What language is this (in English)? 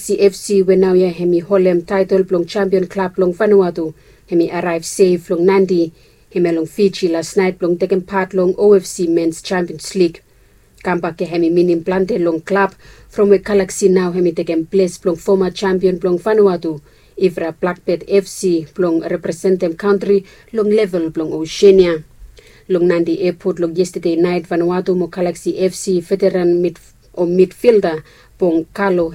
Bislama